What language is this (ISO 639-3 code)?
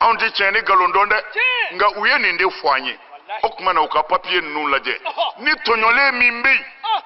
bam